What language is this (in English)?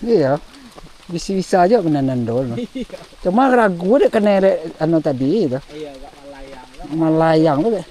Minangkabau